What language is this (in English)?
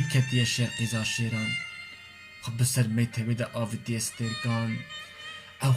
Kurdish